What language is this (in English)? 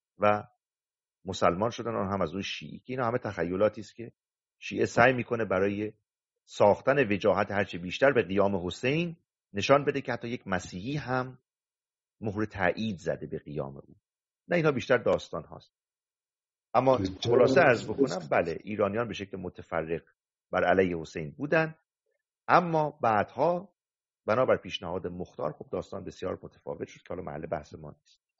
Persian